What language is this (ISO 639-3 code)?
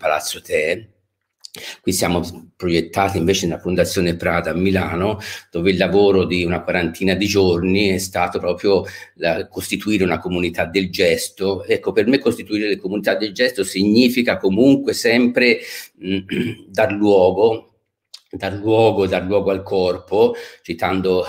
ita